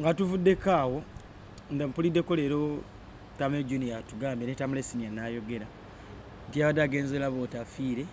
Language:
Ganda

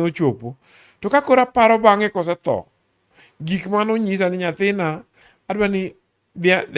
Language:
Luo (Kenya and Tanzania)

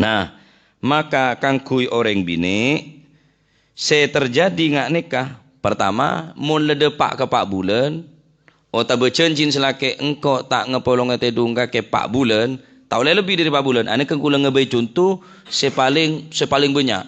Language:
Madurese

